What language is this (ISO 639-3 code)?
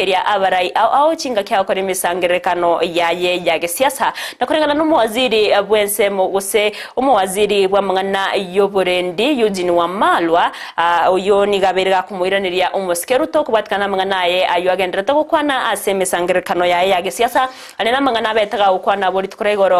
guz